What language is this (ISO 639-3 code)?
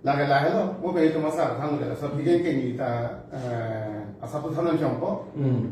mjw